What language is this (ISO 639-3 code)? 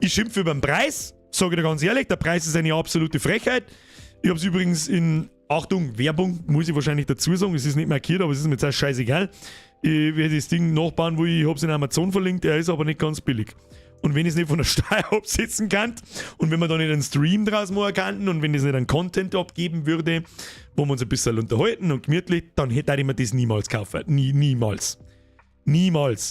bar